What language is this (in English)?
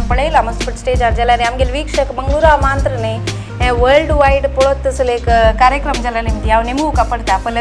Konkani